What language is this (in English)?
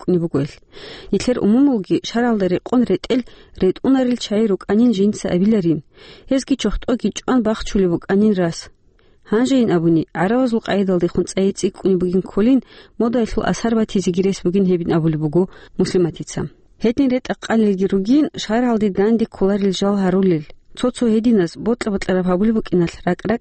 Avaric